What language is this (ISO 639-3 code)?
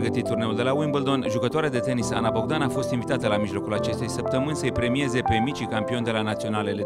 ron